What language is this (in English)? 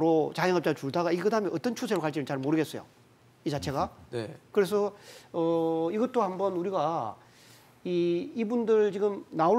Korean